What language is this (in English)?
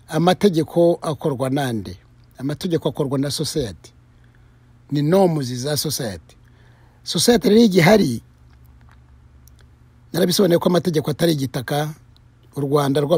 Kinyarwanda